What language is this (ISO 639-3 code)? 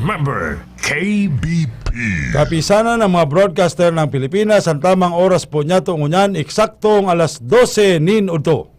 bik